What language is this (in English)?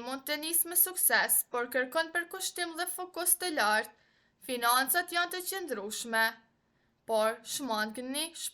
Albanian